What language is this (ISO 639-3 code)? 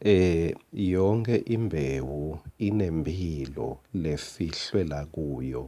ssw